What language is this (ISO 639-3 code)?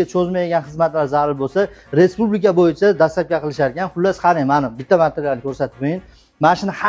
uzb